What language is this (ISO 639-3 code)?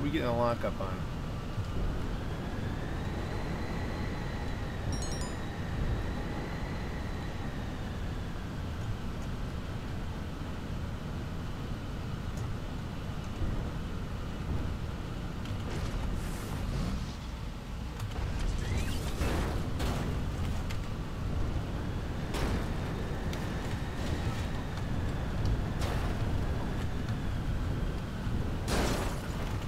eng